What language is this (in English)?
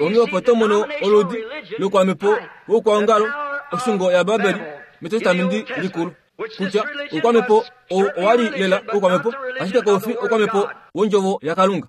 Kuanyama